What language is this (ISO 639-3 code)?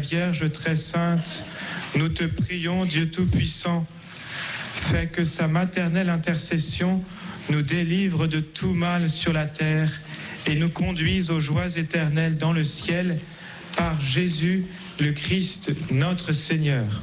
fra